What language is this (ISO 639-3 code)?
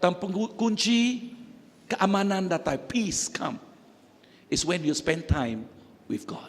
iba